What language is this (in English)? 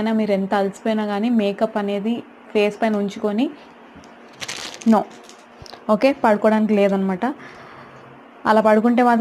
Telugu